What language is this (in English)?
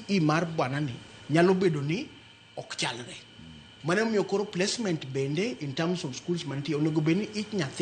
Luo (Kenya and Tanzania)